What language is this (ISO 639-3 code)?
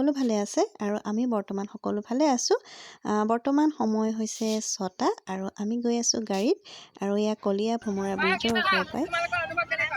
asm